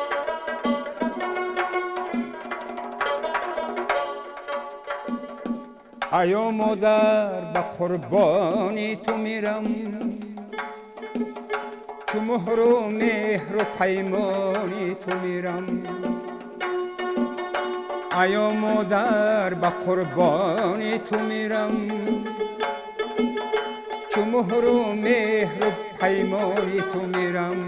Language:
Persian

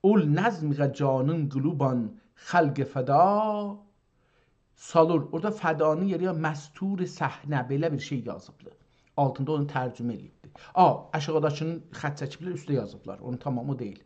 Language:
South Azerbaijani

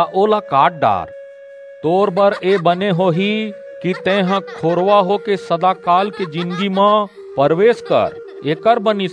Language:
Chhattisgarhi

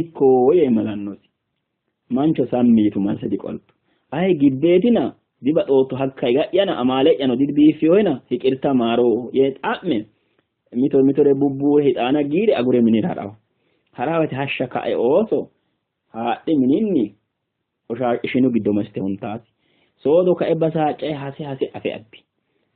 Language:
Sidamo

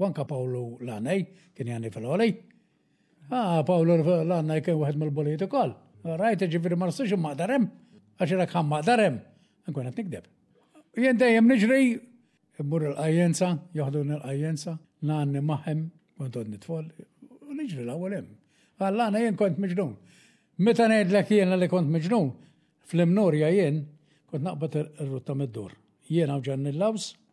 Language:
Maltese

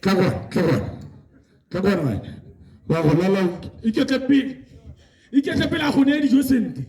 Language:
Tswana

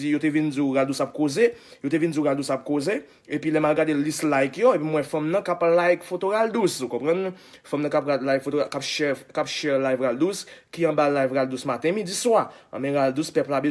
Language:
Haitian Creole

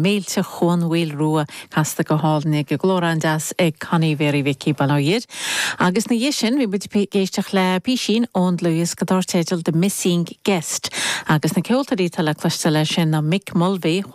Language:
Irish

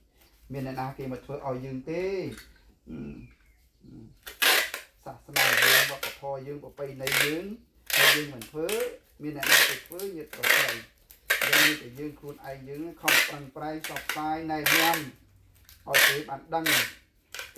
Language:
Khmer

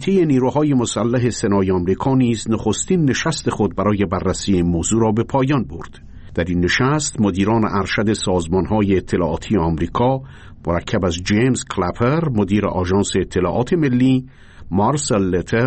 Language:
Persian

